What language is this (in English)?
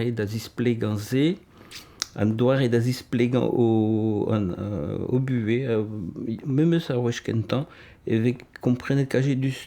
Breton